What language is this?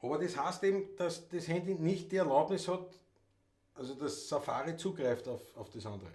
Bavarian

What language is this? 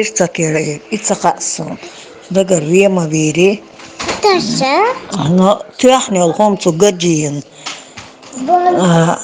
Chechen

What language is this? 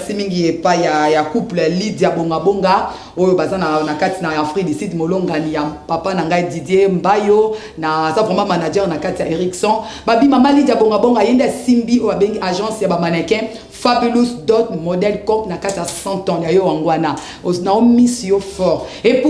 Lingala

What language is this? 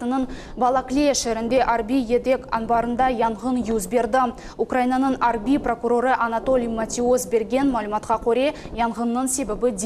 Crimean Tatar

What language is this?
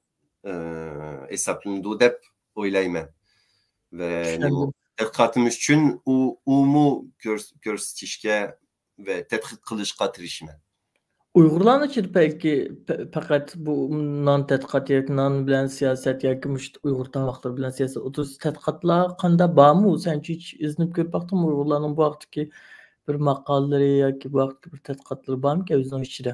Uyghur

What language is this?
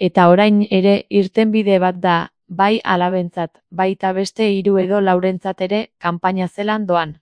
Basque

